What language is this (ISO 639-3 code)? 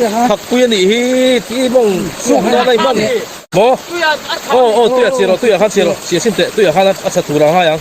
lus